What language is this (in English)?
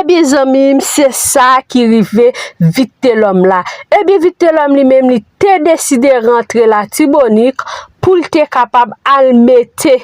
Haitian Creole